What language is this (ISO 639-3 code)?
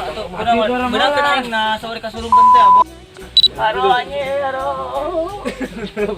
sun